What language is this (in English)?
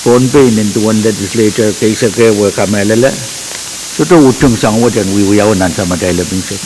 Pohnpeian